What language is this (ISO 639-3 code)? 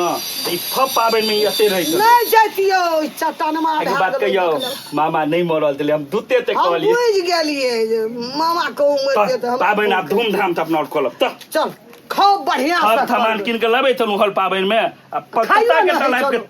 mai